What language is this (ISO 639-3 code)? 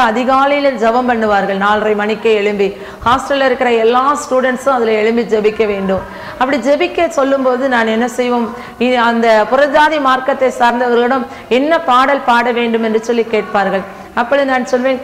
tam